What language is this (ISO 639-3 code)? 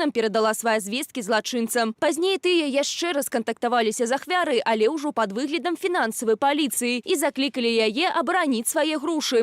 bel